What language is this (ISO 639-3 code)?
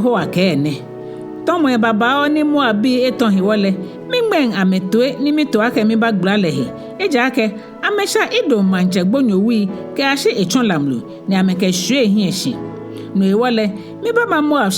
gaa